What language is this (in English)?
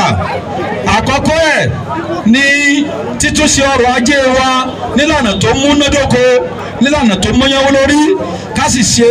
Yoruba